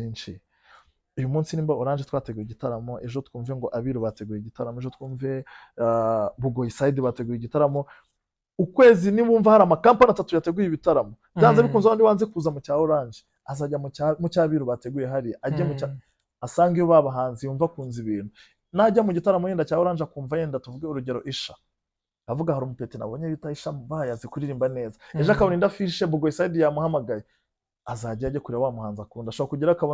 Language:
Kinyarwanda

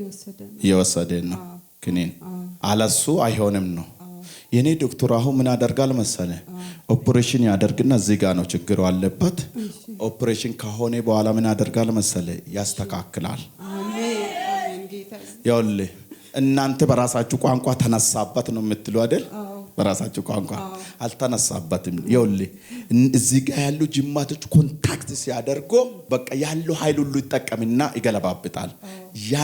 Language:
Amharic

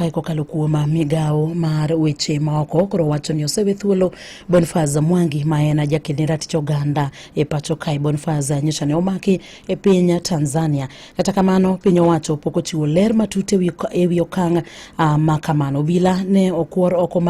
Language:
Luo (Kenya and Tanzania)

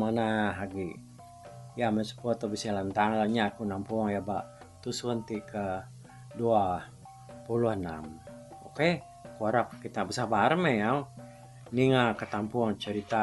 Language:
Iban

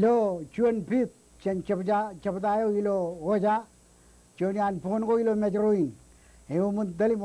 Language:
Marshallese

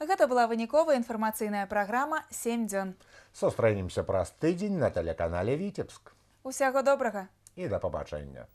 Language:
Belarusian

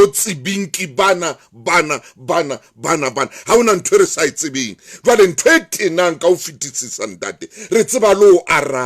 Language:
Southern Sotho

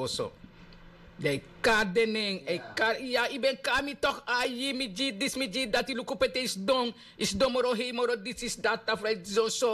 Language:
Sranan Tongo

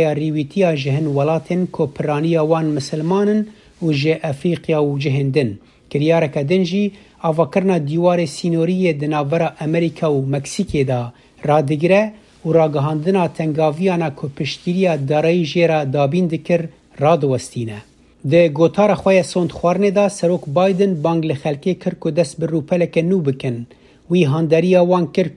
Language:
Kurdish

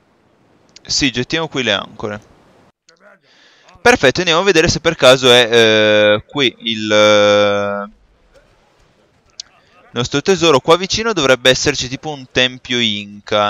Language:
Italian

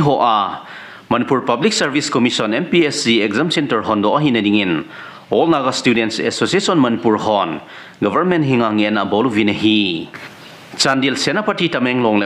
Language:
Thado Chin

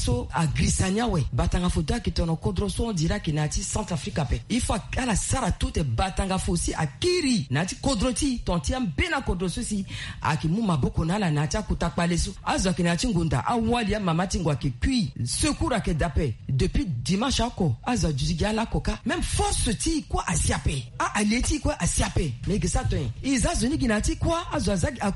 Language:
Sango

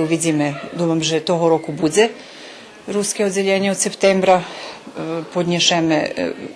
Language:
Rusyn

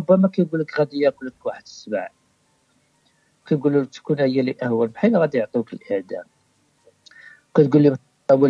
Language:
Moroccan Arabic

